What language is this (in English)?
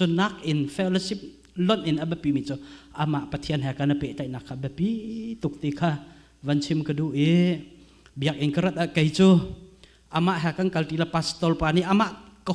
Hakha Chin